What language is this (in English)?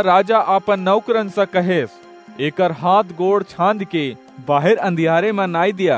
Awadhi